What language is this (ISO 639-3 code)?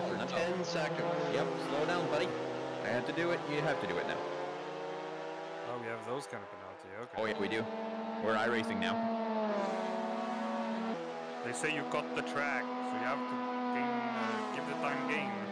eng